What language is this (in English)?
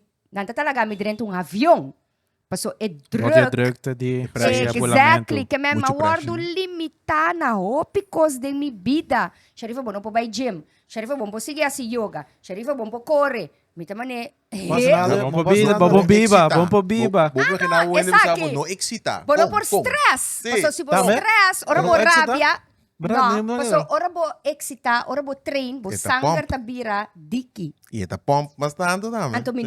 Papiamento